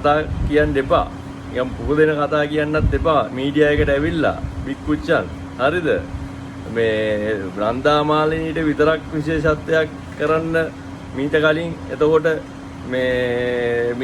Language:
Sinhala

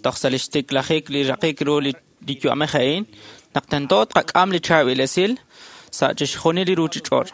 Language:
Kekchí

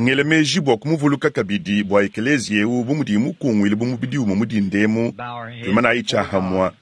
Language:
Luba-Lulua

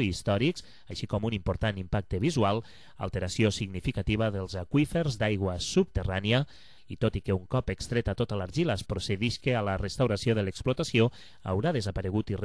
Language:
Catalan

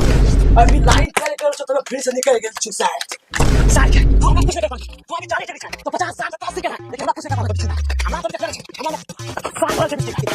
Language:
Maithili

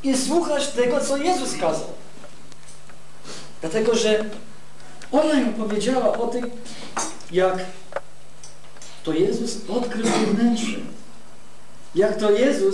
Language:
Polish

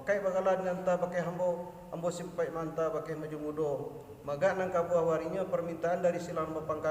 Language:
Minangkabau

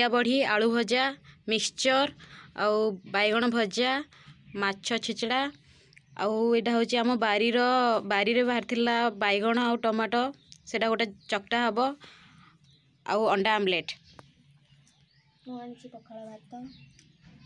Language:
Odia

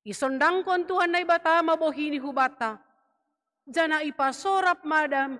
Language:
Batak Simalungun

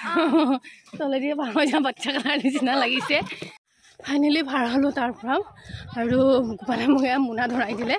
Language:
Assamese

